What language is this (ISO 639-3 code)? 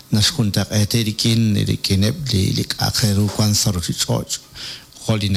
kek